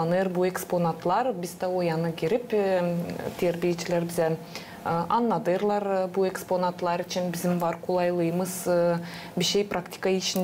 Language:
Gagauz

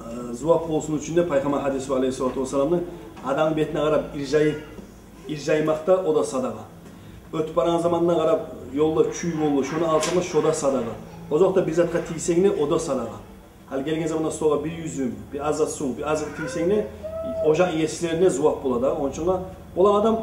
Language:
Kumyk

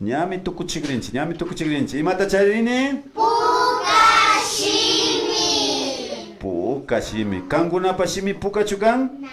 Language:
Imbabura Highland Quichua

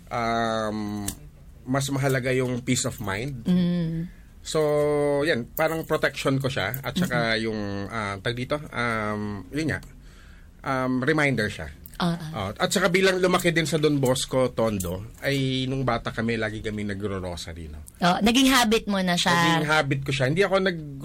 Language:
Filipino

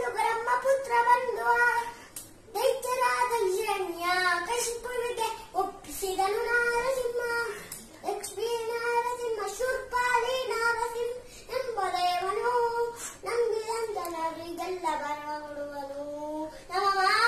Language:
Kannada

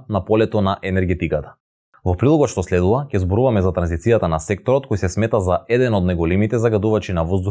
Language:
Macedonian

